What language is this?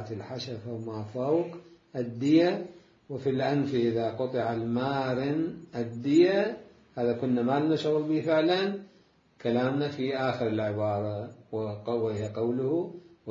Mesopotamian Arabic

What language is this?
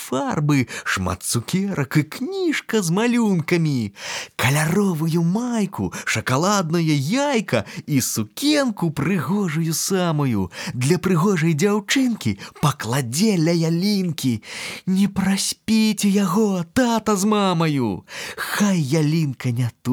Belarusian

